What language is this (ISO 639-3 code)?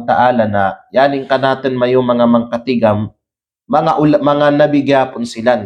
kqe